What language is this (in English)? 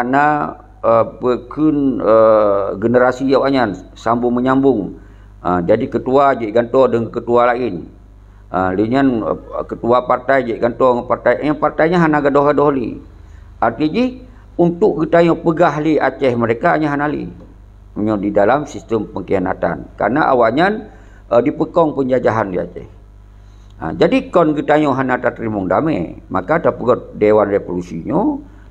Achinese